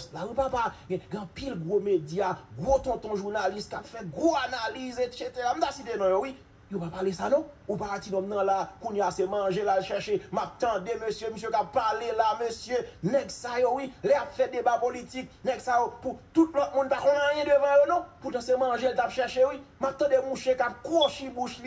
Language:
Haitian Creole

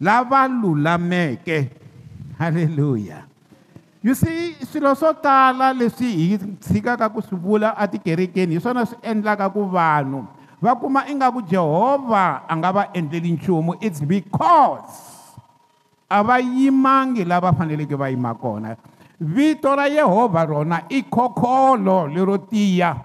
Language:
Tsonga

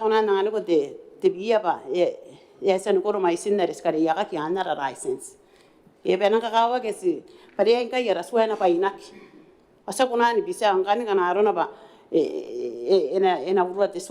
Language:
Gilbertese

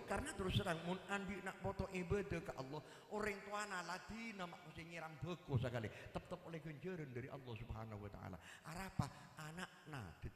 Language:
Madurese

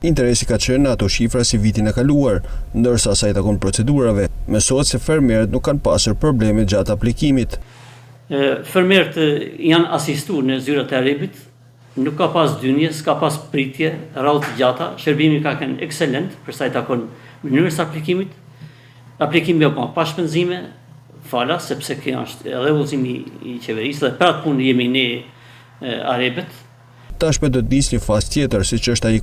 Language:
Albanian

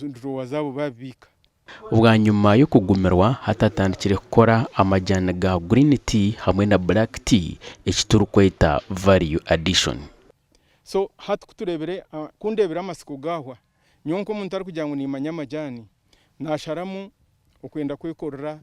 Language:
Nyankole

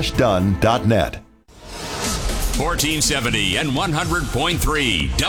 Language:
English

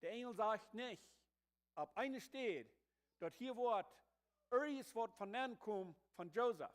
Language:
Plautdietsch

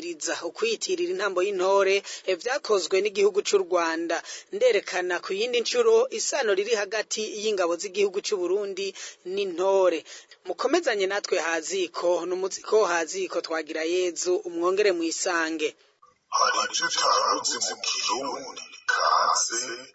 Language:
Rundi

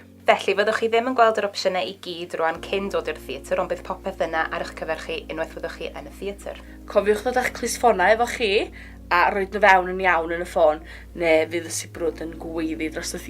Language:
Welsh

